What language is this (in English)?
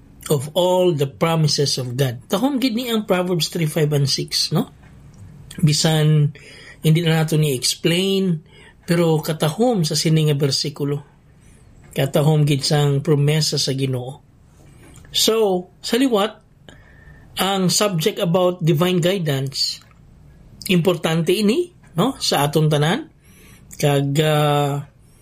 Hiligaynon